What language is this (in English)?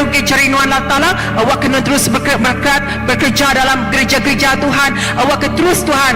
Iban